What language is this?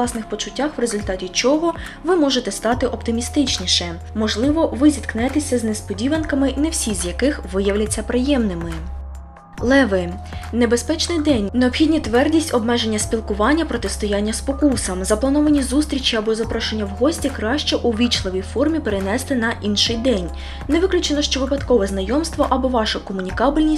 Ukrainian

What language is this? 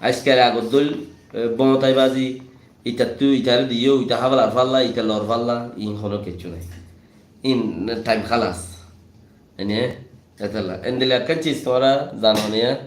Rohingya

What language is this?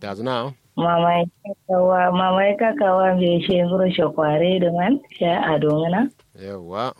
Kanuri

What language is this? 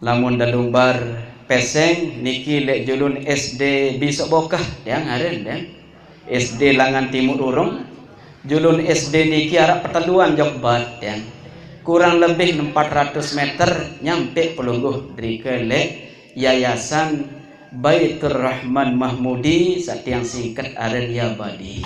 Sasak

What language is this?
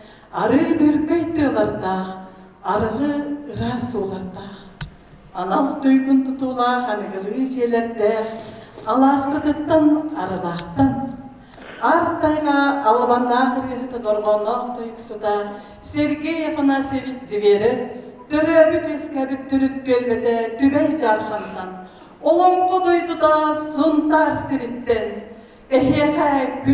Yakut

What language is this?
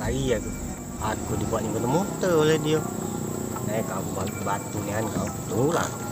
Musi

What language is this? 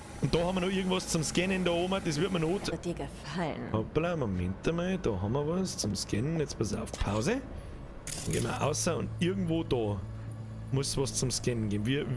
Bavarian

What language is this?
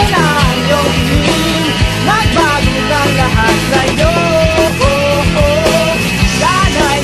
Filipino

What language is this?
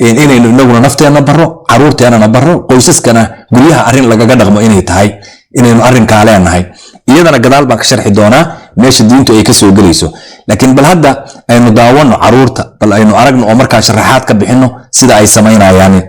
Somali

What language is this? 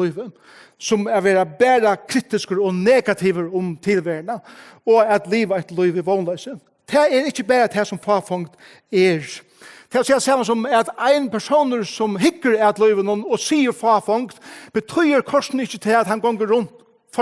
Faroese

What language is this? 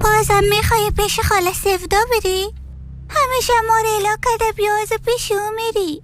Persian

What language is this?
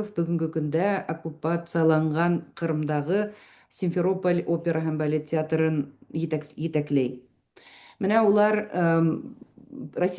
Bashkir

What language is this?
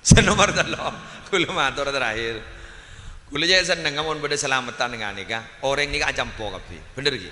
Madurese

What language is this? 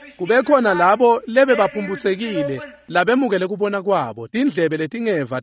Swati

